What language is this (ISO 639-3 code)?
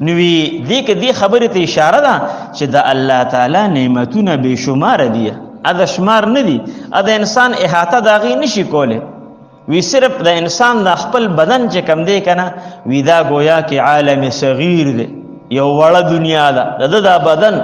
pus